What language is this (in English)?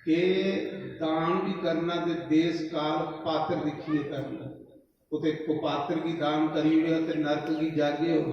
Dogri